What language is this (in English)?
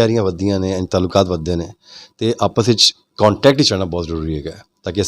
Western Panjabi